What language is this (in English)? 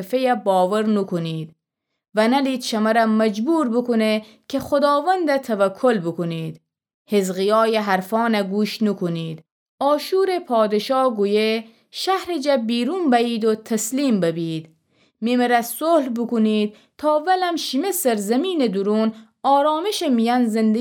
Gilaki